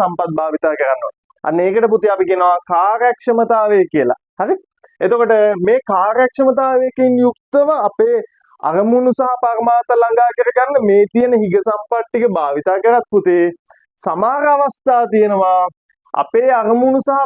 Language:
Sinhala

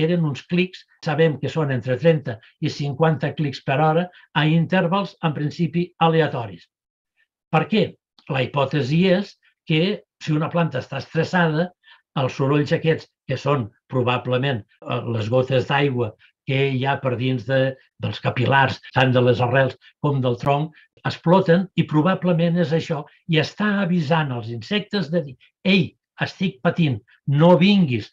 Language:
Catalan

